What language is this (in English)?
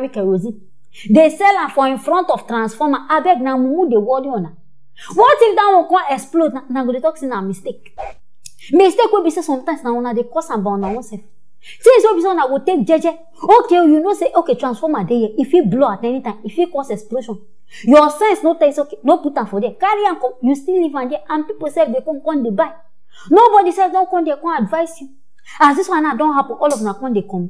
Nigerian Pidgin